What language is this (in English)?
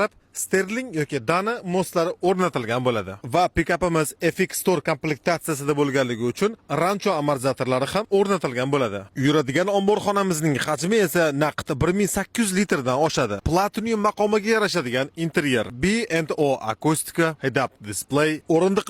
Uzbek